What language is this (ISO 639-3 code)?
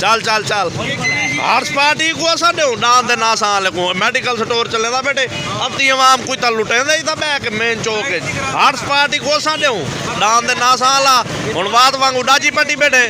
skr